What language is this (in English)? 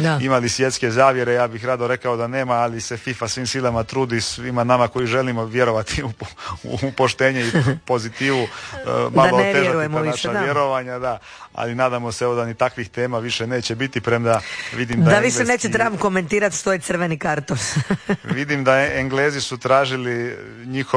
Croatian